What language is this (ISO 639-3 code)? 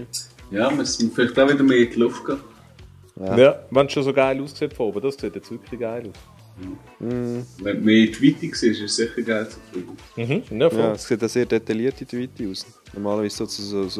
gsw